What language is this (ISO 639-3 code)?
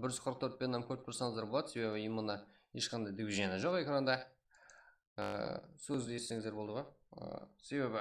kaa